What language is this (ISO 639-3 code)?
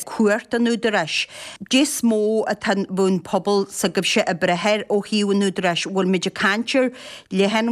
gle